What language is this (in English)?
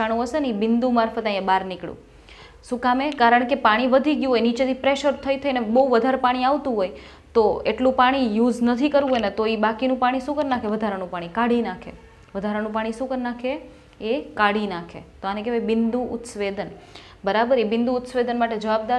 Gujarati